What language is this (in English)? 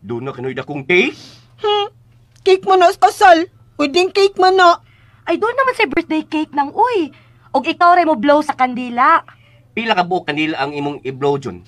Cebuano